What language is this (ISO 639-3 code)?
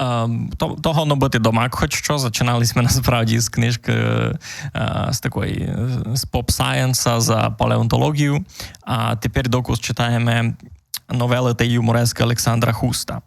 rue